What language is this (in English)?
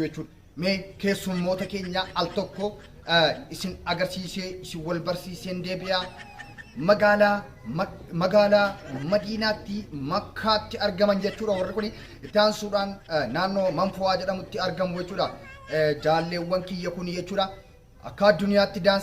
Oromo